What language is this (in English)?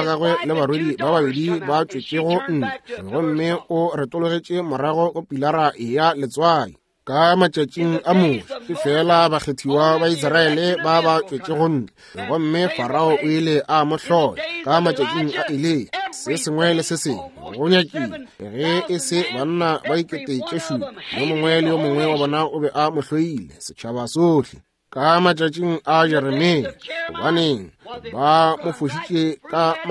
Northern Sotho